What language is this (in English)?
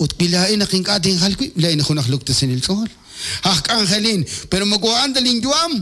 Kekchí